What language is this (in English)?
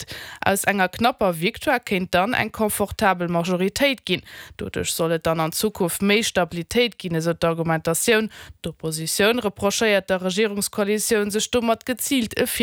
Luxembourgish